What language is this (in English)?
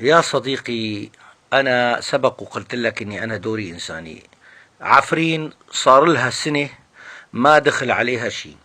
North Levantine Arabic